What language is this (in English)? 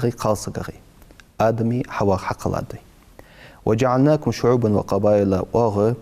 Ingush